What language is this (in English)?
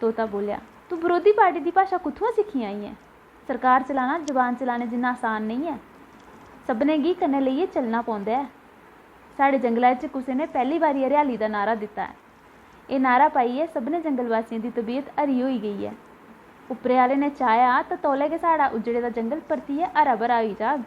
Dogri